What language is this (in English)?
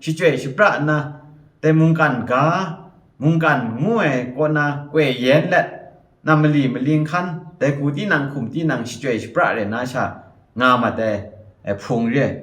Kachin